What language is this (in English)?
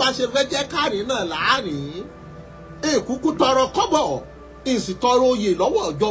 Yoruba